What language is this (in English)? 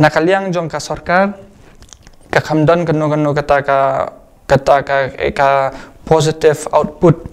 Khasi